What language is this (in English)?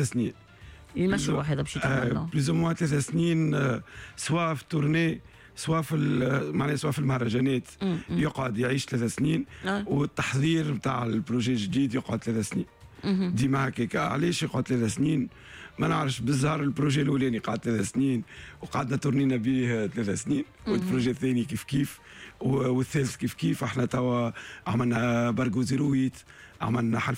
Tunisian Arabic